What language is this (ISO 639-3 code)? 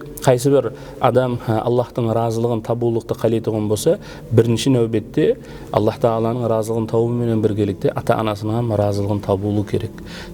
kaa